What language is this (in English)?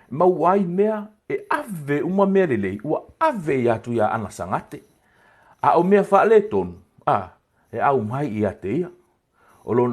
Samoan